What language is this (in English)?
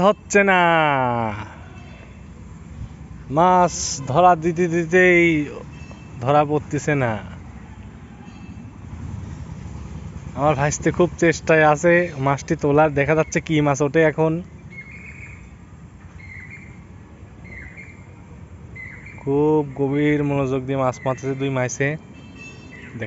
Bangla